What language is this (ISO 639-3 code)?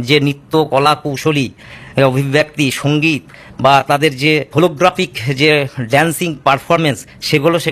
ben